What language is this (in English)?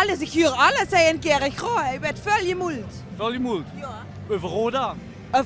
Limburgish